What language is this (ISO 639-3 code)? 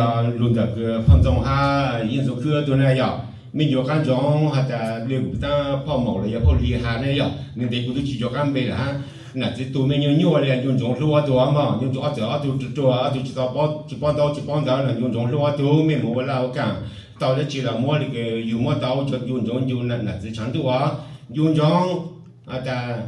hmn